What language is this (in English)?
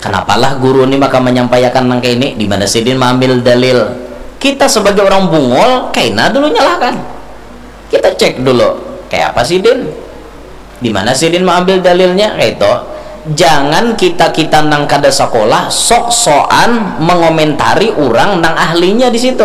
Banjar